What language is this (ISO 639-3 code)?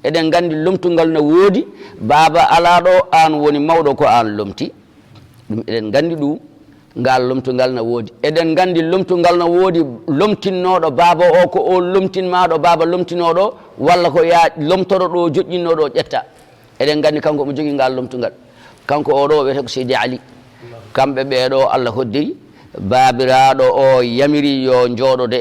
ful